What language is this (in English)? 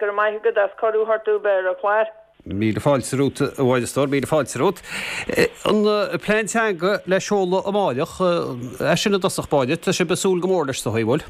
Irish